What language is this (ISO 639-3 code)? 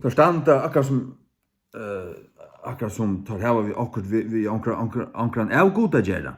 fao